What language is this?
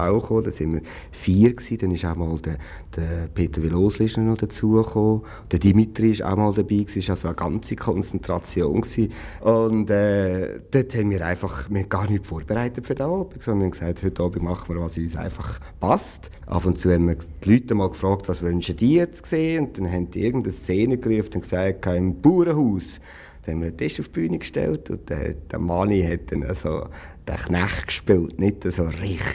Swiss German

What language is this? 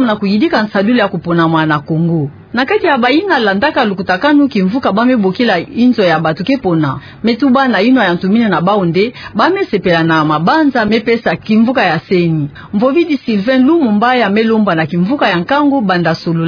Kituba (Democratic Republic of Congo)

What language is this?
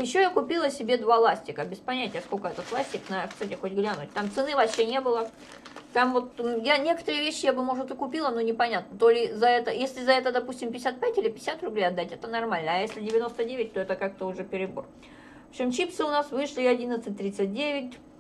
Russian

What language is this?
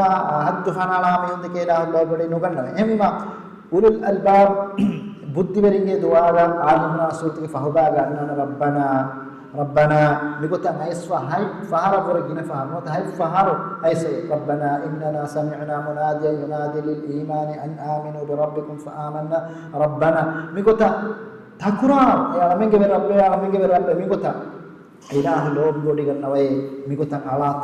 Divehi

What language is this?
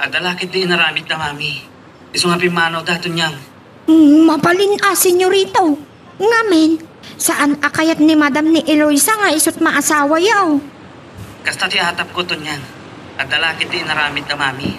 Iloko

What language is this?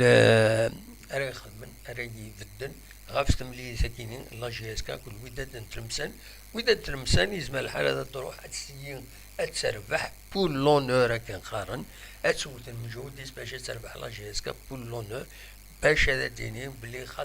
Kabyle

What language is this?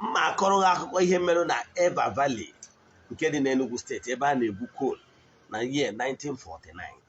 Igbo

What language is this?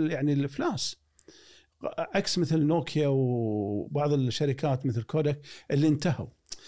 Gulf Arabic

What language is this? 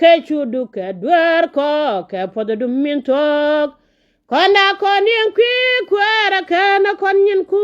Nuer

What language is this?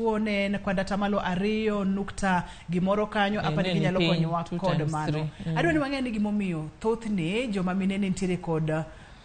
Luo (Kenya and Tanzania)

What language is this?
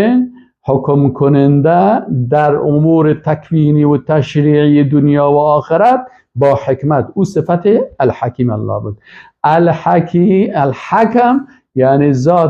Persian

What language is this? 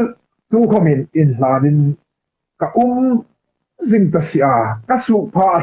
Hmar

